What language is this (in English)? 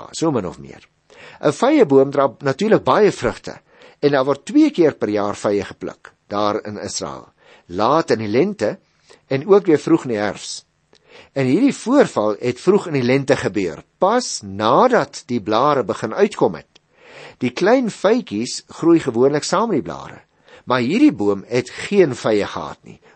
Afrikaans